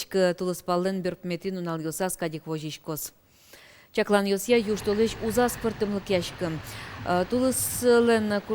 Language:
Udmurt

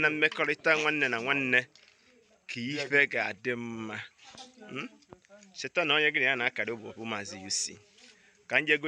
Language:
Igbo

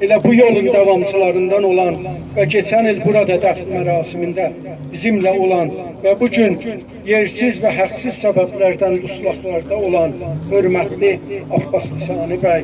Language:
South Azerbaijani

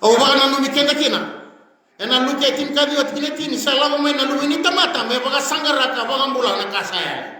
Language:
Fijian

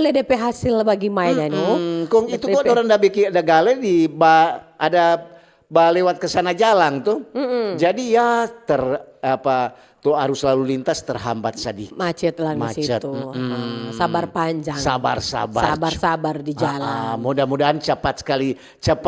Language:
Manado Malay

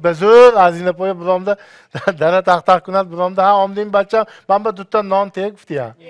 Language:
Tajik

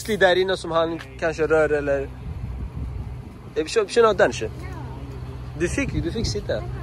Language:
Persian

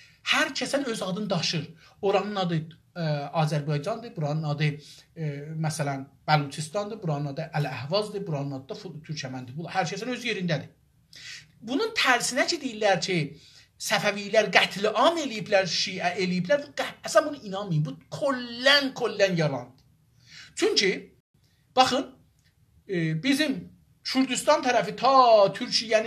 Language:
South Azerbaijani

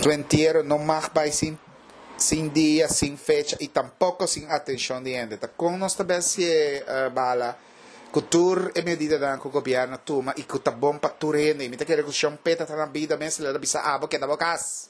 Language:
Papiamento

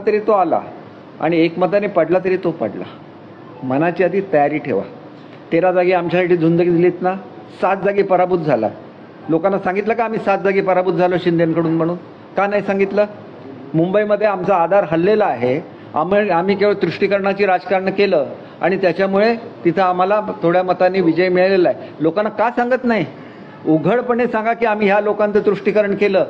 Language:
Marathi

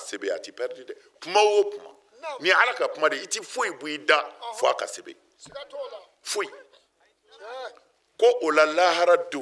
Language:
Bambara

